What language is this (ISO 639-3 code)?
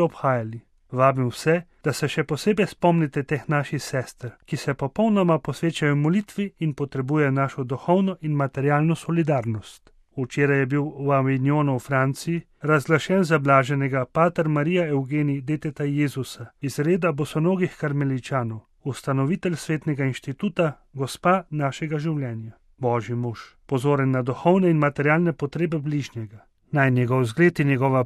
slv